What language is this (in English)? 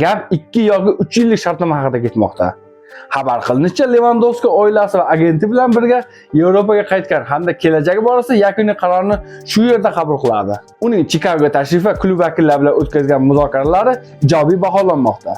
Uzbek